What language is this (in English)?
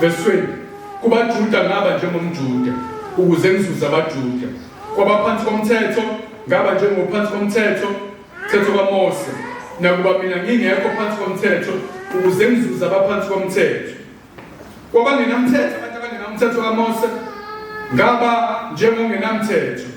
Zulu